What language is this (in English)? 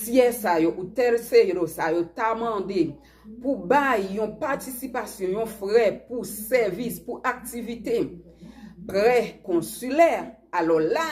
Haitian Creole